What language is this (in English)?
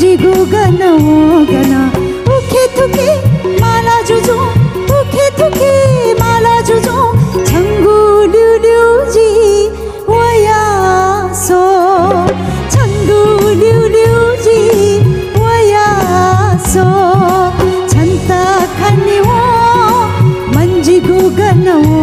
Newari